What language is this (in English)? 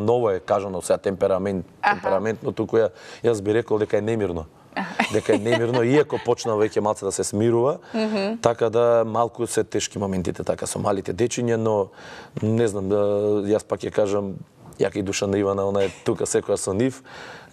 Macedonian